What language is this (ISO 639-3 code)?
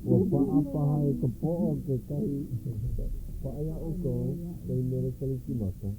haw